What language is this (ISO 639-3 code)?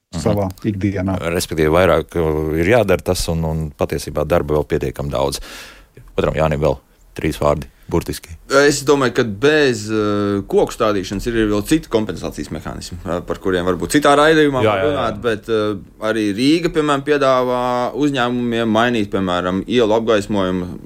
lav